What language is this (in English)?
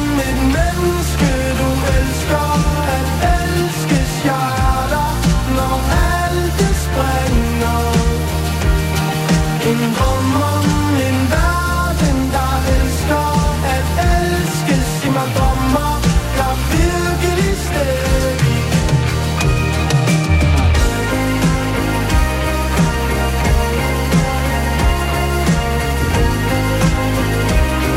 Danish